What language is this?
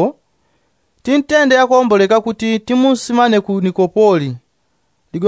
Yao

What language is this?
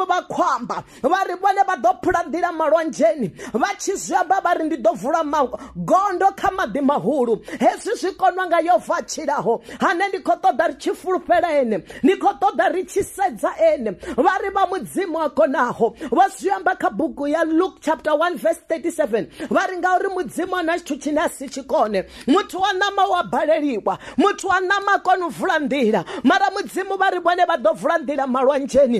Venda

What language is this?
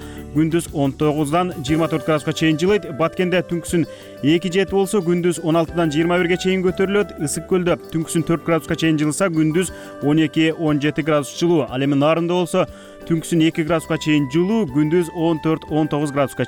Kyrgyz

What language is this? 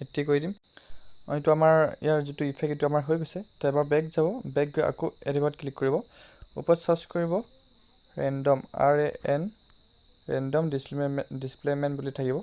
Assamese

